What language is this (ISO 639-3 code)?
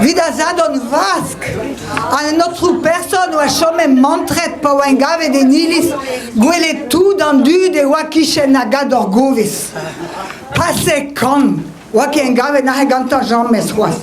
bre